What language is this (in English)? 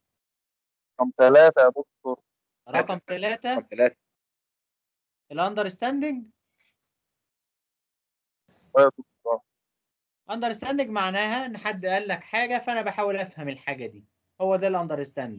Egyptian Arabic